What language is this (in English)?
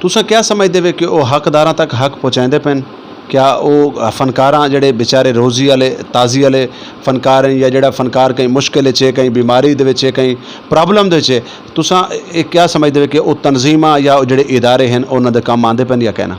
Saraiki